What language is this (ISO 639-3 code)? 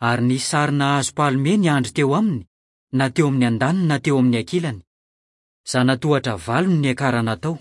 mlg